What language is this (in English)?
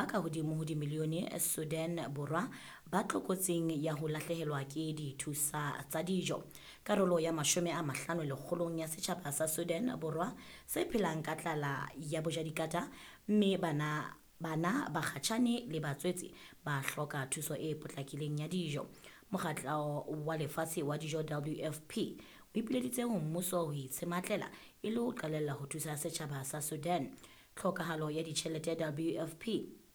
Southern Sotho